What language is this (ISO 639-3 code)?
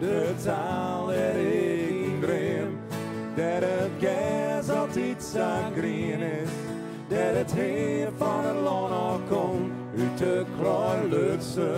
fry